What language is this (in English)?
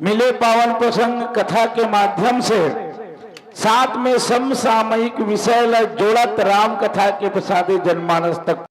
Chhattisgarhi